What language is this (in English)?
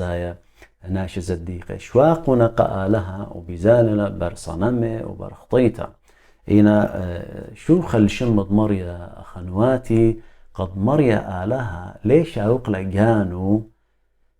Assyrian Neo-Aramaic